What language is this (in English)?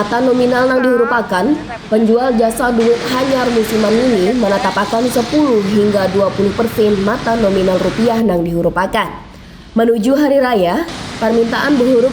Banjar